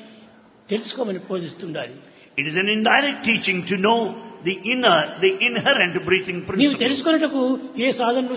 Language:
Telugu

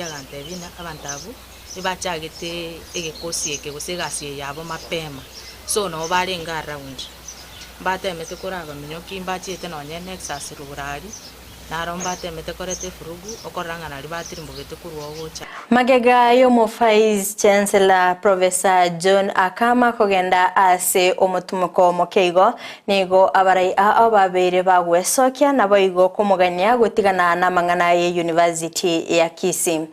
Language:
Gusii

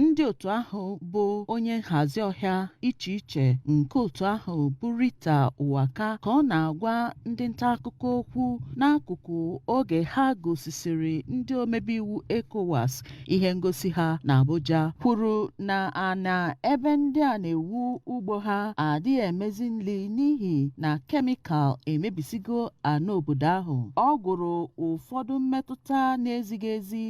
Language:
Igbo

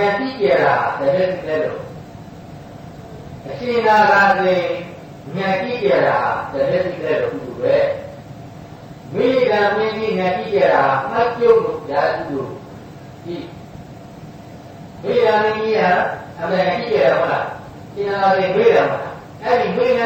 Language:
Burmese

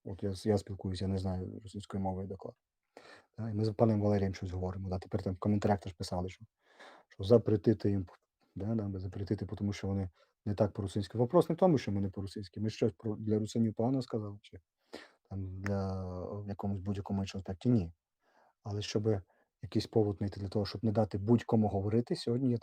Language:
Rusyn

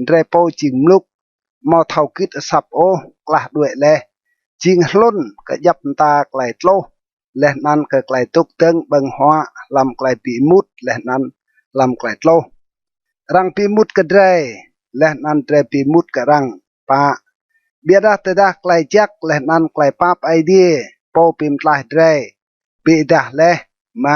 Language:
Rade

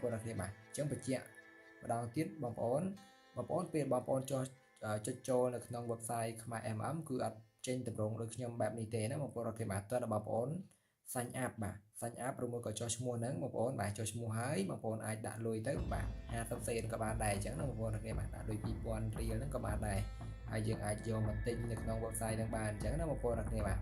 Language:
Khmer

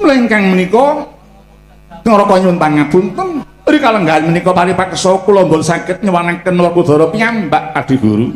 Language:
Javanese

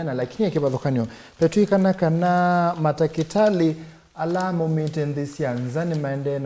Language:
Kamba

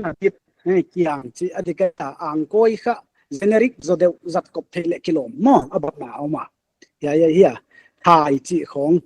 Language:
Paite Chin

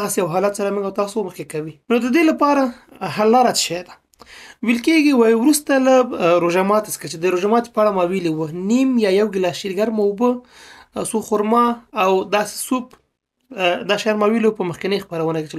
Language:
Pashto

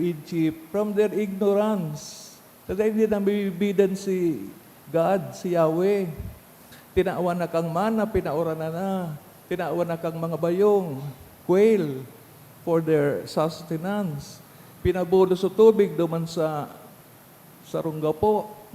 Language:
Bikol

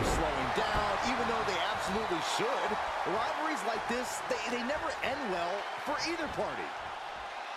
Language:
English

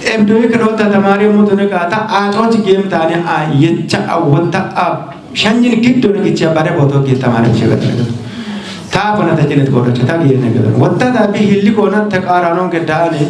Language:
Kafa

